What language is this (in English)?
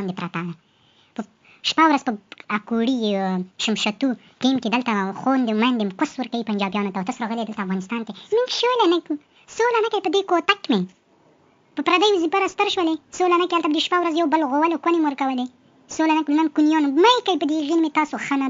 Pashto